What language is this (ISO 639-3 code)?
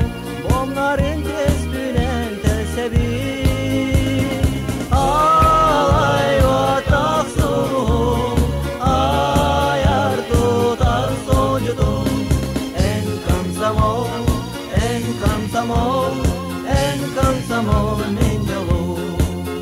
sah